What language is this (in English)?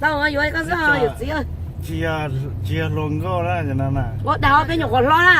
Hmong